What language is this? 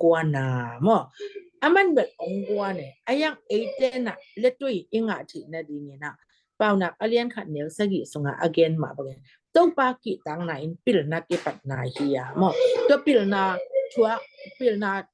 Tedim Chin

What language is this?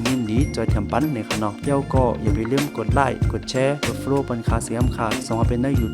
Shan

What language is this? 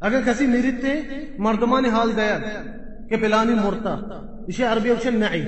Baluchi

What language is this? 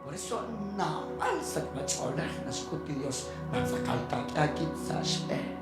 Kekchí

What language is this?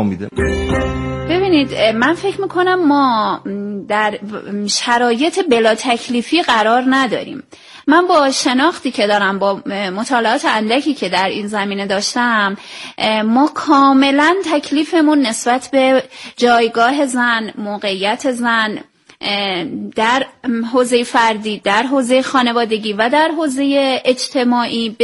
Persian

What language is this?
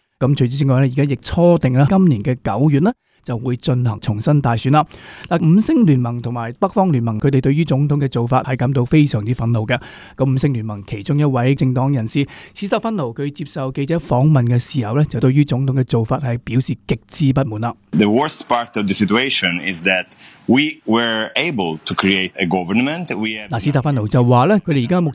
Cantonese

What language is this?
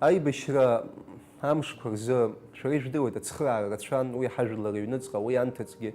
Abkhazian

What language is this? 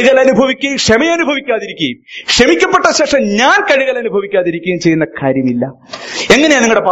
Malayalam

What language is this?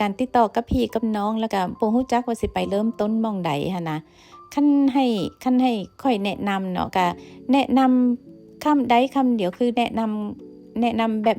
Lao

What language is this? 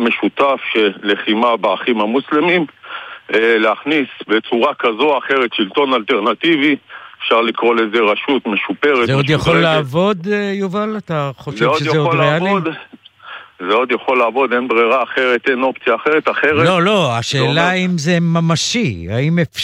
Hebrew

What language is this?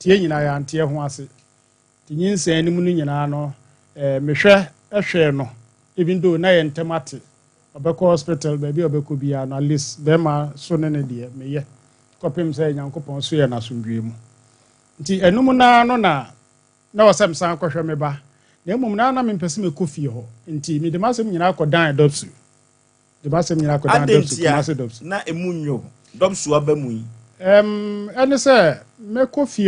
Akan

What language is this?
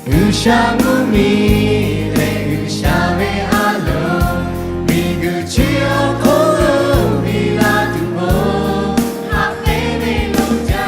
Lahu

